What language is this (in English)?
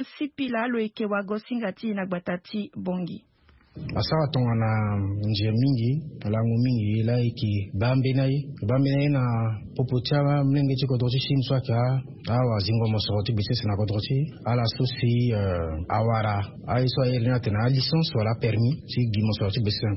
Sango